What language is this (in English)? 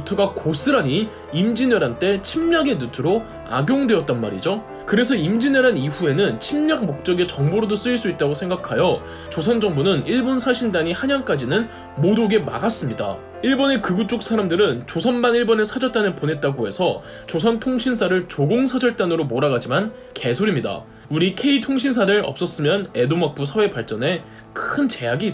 Korean